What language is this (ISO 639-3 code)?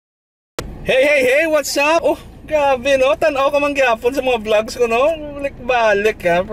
hil